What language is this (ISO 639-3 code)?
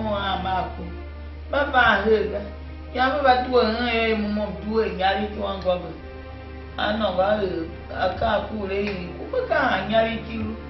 tiv